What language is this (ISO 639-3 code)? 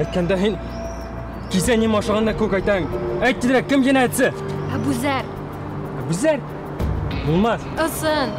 bak